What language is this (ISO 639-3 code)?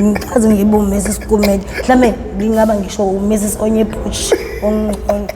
zul